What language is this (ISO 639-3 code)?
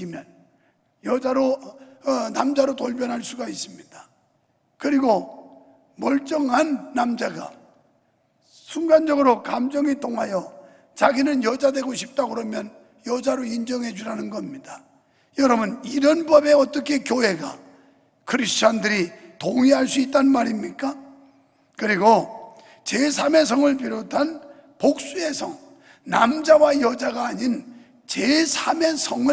kor